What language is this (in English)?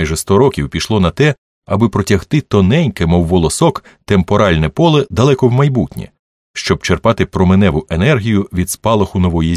Ukrainian